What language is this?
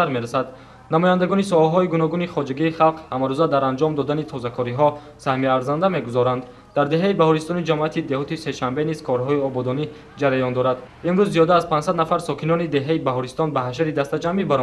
Tajik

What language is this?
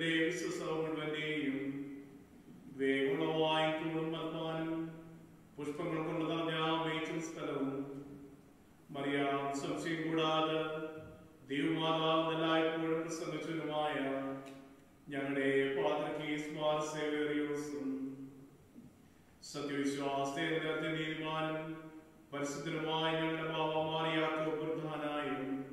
Malayalam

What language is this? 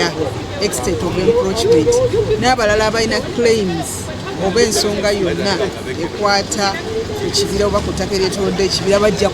Ganda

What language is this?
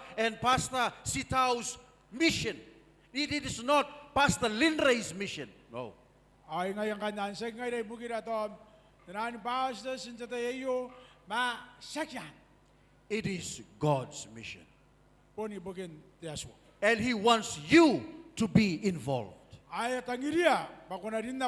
Gilbertese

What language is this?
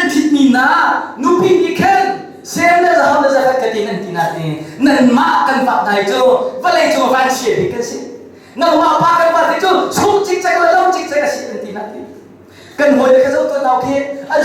Hakha Chin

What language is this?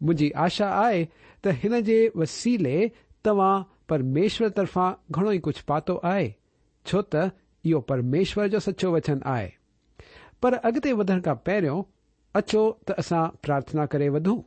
Sindhi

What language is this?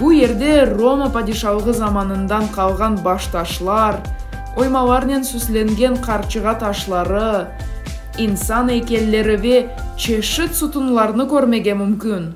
Crimean Tatar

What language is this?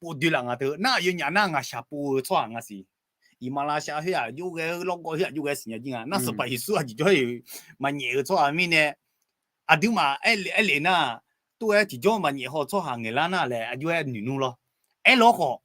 Akha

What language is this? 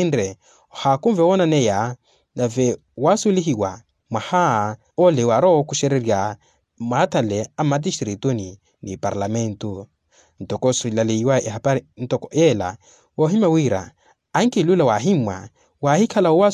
Makhuwa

